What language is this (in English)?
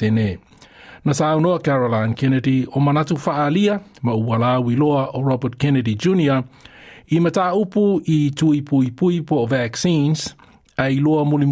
Samoan